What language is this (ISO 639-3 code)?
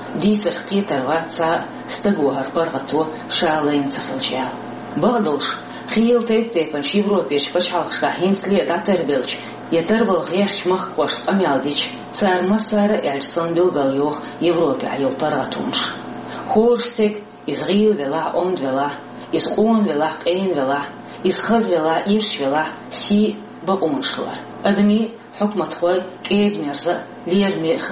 che